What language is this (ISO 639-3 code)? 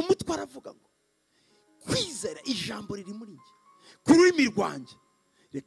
kin